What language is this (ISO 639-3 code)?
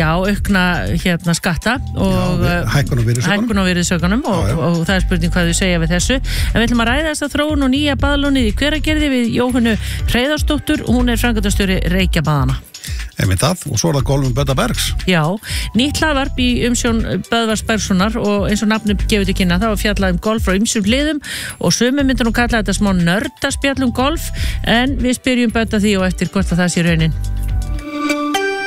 isl